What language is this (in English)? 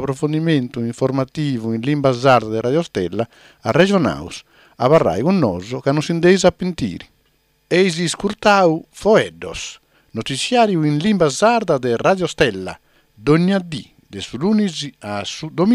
Sardinian